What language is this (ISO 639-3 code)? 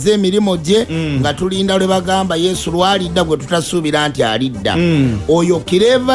lug